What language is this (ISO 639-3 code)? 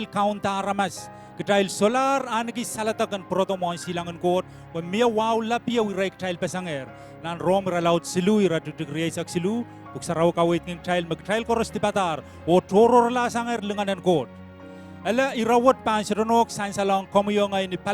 pon